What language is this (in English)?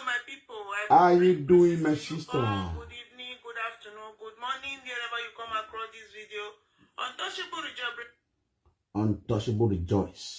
Nigerian Pidgin